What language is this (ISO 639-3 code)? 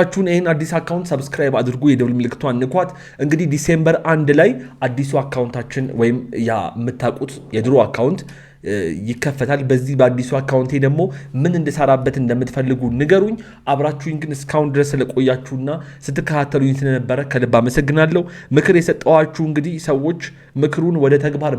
amh